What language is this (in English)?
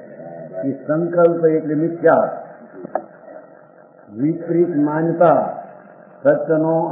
Gujarati